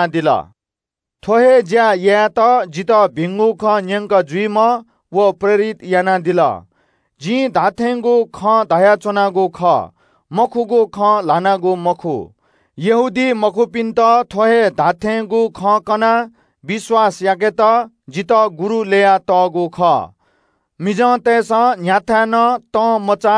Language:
Newari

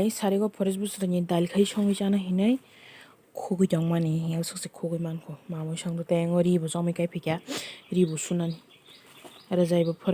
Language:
Kok Borok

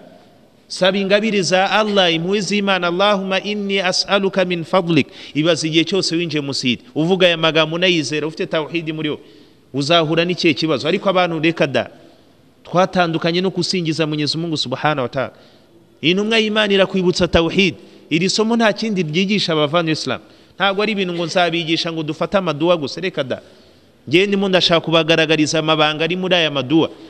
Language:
Kinyarwanda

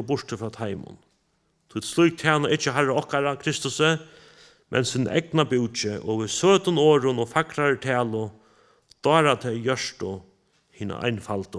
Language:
Faroese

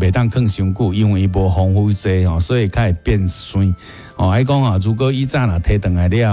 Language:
Min Nan Chinese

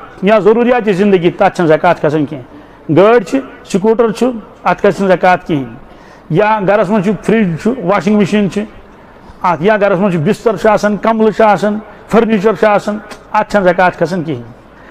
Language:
Kashmiri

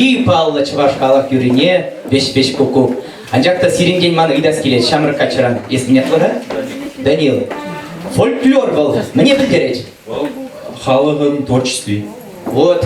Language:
Chuvash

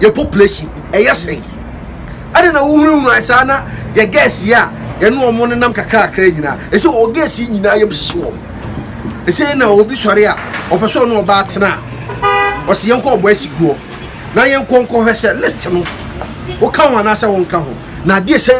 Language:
Akan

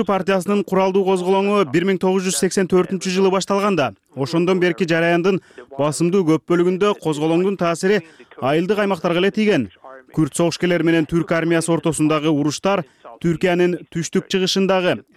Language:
Kyrgyz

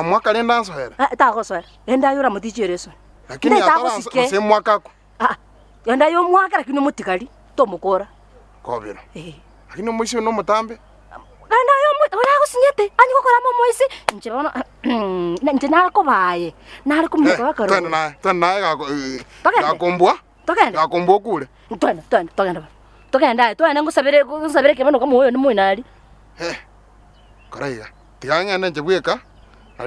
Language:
Gusii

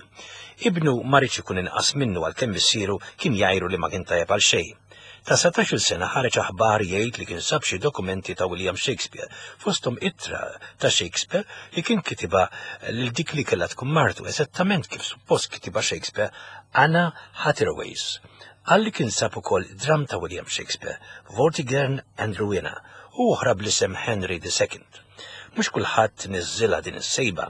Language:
Maltese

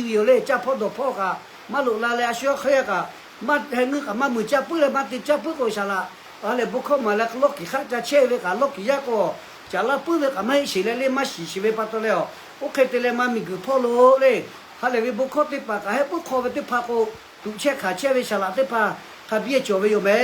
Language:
Lahu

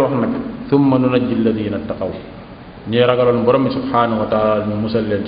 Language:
Wolof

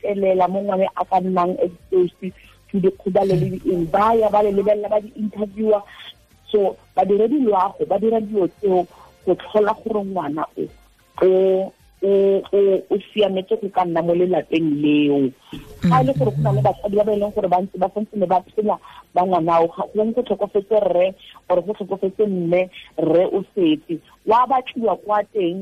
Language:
Tswana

